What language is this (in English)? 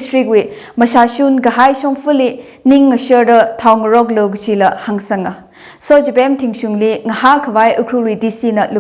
Tangkhul Naga (India)